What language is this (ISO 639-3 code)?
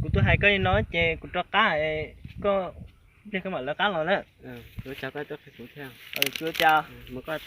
hmn